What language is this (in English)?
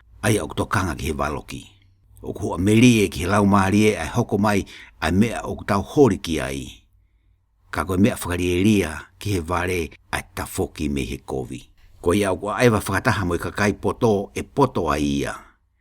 Tongan